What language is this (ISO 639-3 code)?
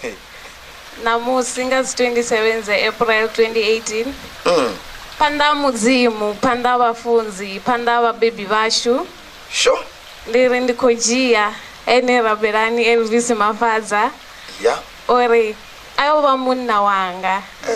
ven